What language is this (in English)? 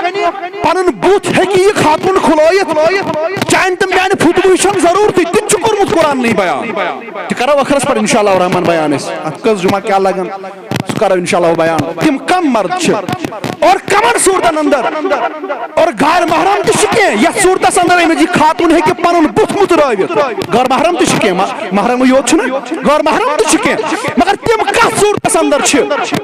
Kashmiri